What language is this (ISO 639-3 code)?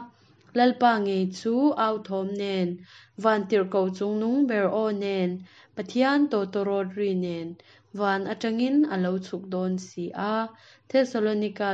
cnh